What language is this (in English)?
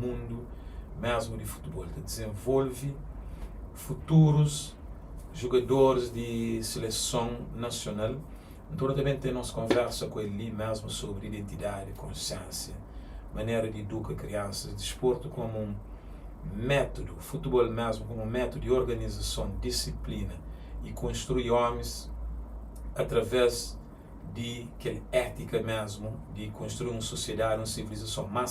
Kabuverdianu